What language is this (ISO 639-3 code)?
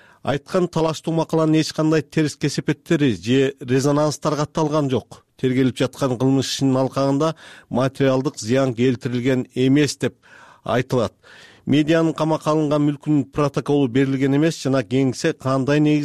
kir